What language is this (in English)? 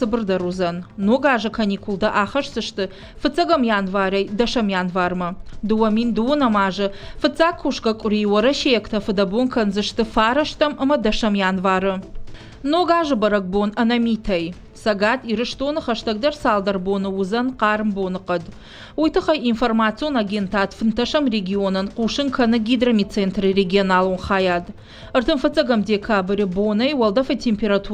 Ossetic